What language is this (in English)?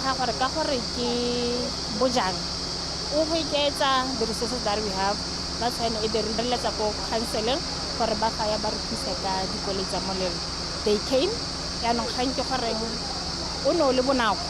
Tswana